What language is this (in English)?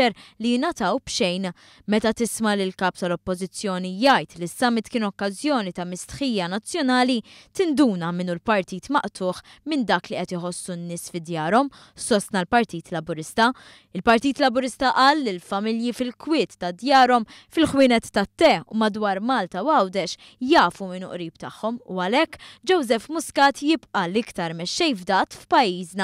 Maltese